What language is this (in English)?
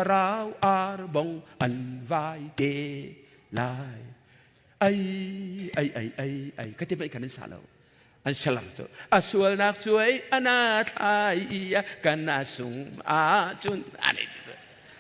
Hakha Chin